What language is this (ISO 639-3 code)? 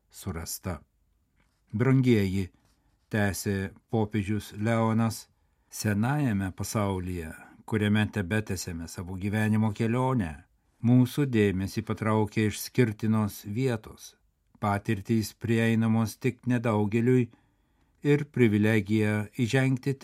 lit